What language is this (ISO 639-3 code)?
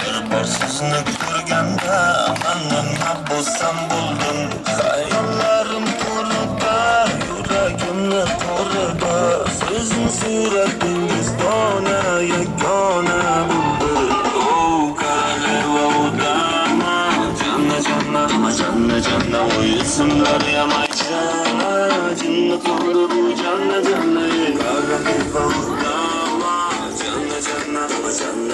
tuk